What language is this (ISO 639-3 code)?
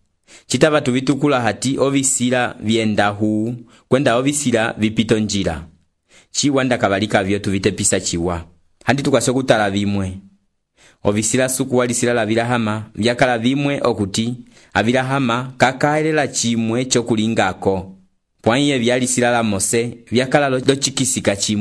umb